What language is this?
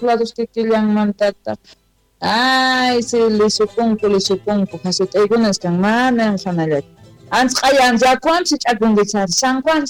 South Bolivian Quechua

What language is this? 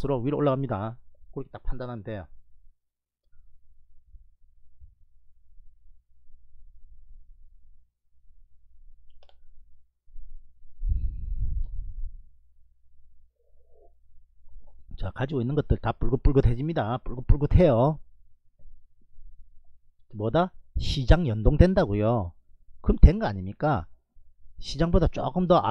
Korean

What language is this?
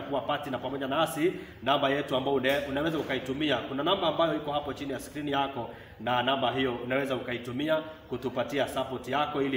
Swahili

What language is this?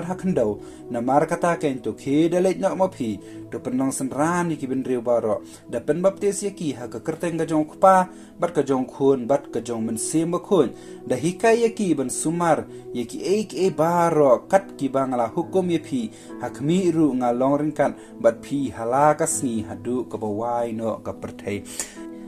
Khasi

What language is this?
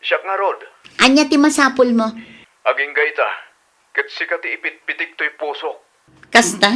Iloko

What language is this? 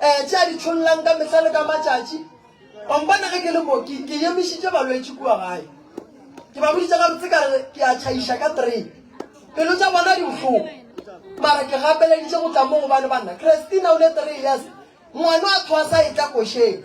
Northern Sotho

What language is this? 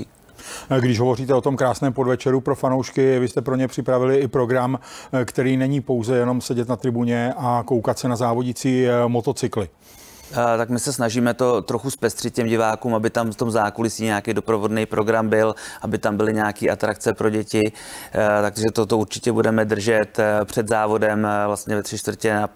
Czech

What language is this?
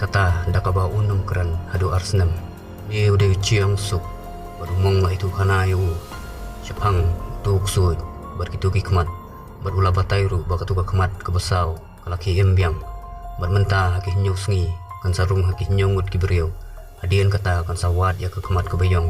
Khasi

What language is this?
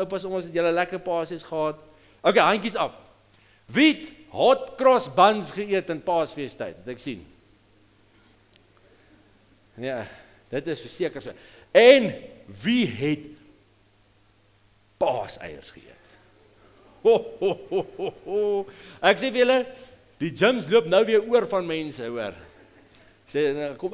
Afrikaans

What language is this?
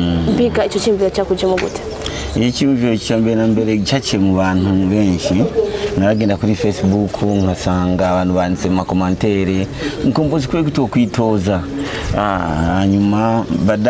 Rundi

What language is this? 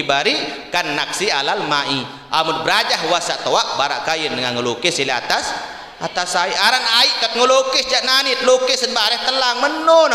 Sasak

